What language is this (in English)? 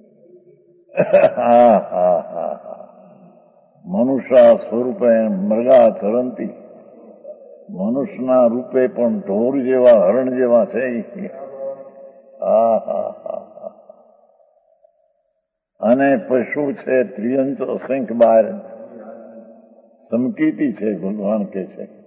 Gujarati